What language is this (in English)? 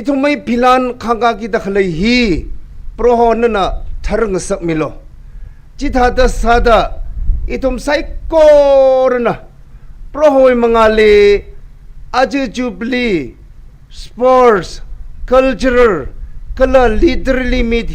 Tangkhul Naga (India)